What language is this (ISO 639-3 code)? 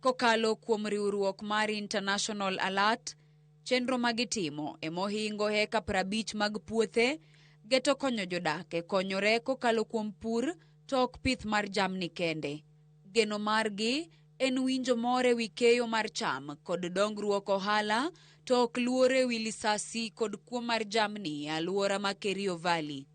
luo